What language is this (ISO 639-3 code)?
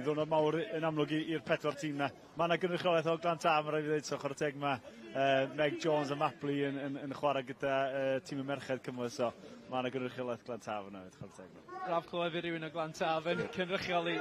cym